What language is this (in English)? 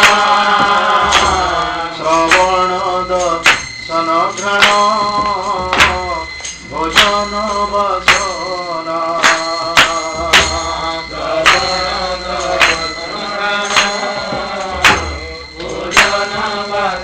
Odia